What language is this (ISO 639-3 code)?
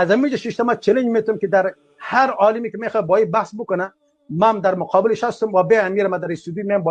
fas